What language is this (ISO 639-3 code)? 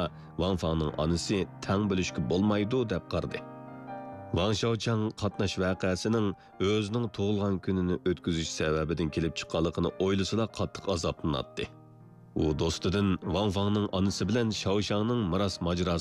uig